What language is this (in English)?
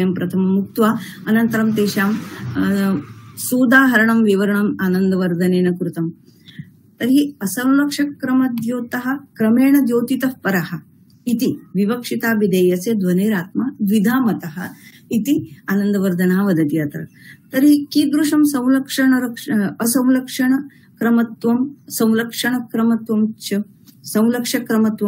Sanskrit